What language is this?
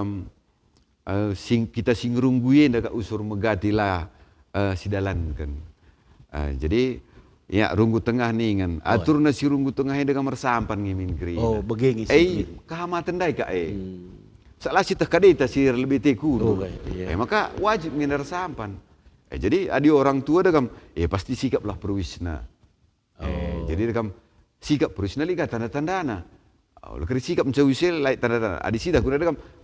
Batak Karo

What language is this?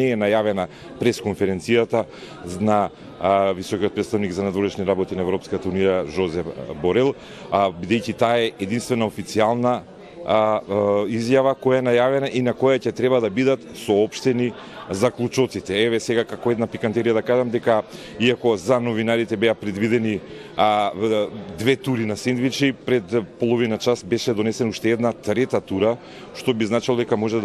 Macedonian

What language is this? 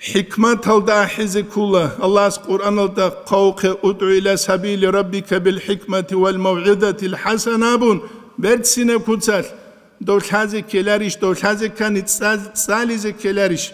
Avaric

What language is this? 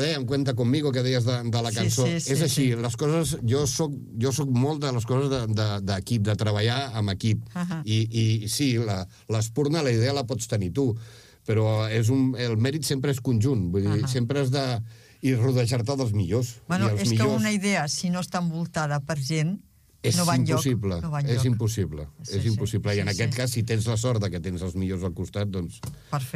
Catalan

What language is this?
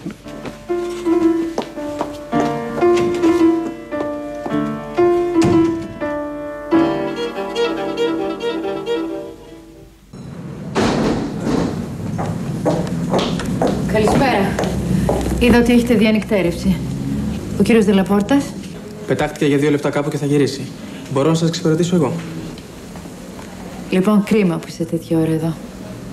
Greek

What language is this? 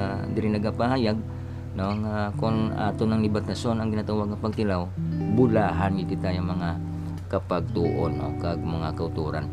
Hiligaynon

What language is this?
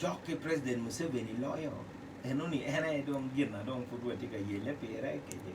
Acoli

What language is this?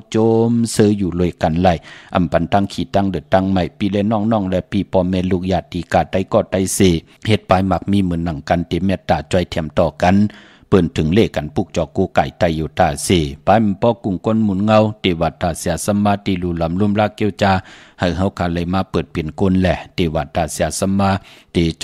Shan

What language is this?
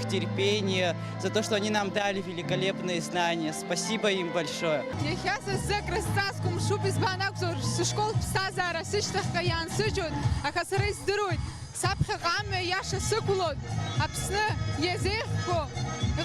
Abkhazian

